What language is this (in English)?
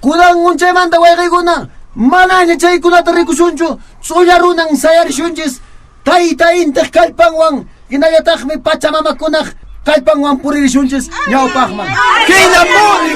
Quechua